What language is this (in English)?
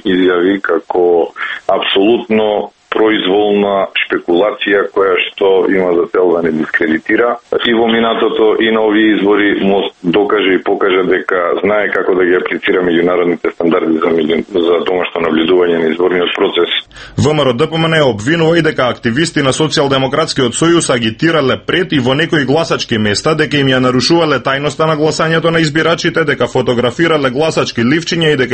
Macedonian